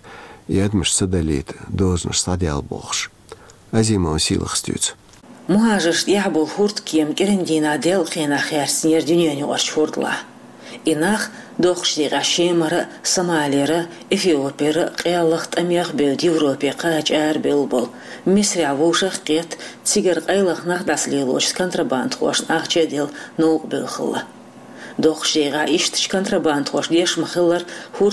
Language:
Chechen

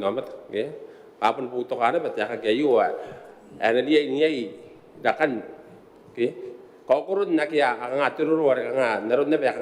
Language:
Gilbertese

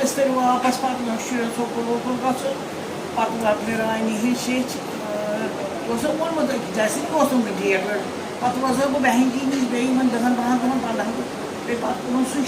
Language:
Kashmiri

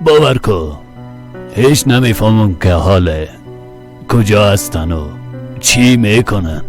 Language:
Persian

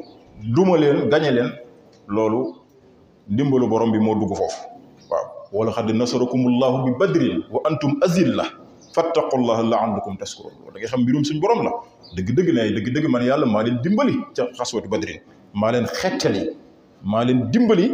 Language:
Wolof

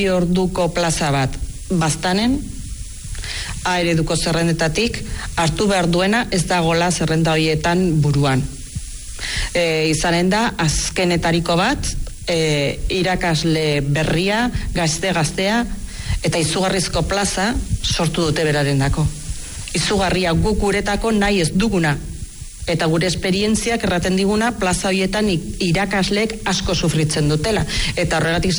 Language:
Basque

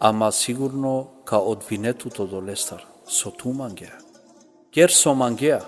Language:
Balkan Romani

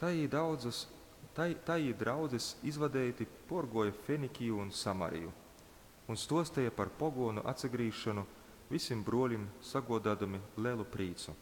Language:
Latgalian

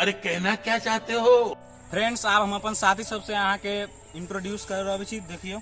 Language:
Maithili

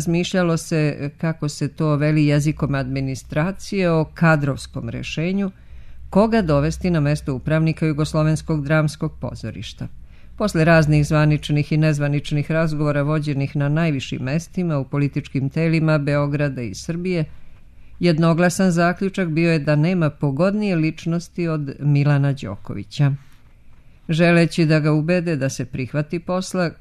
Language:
Serbian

